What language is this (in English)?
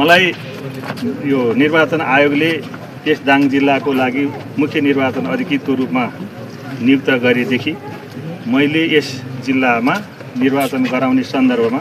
Nepali